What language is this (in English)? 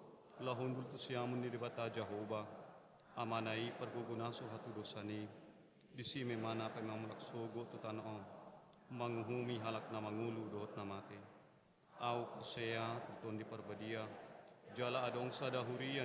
Batak Toba